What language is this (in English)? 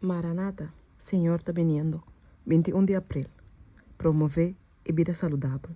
Papiamento